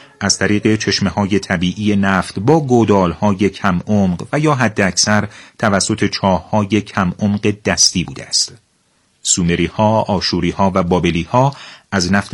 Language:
Persian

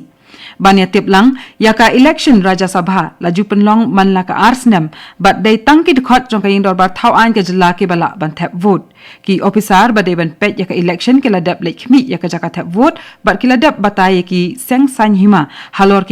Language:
Khasi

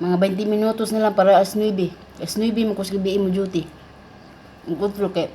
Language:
Cebuano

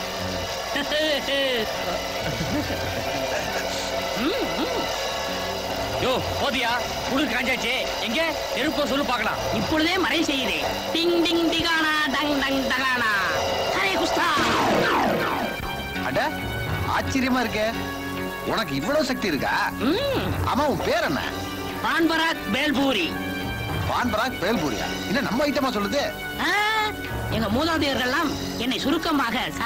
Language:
Tamil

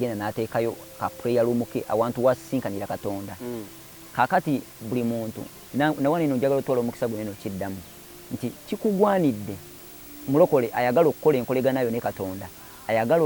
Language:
Ganda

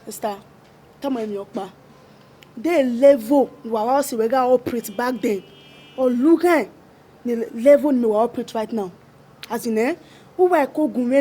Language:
Bini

